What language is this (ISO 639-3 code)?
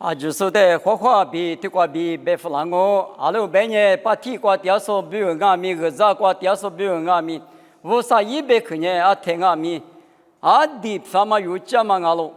lis